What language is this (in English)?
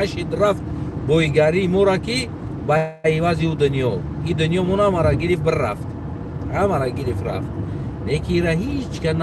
Tajik